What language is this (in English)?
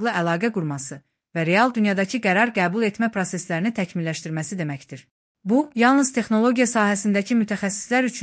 Azerbaijani